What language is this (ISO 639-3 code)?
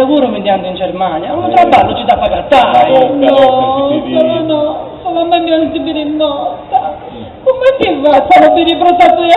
srd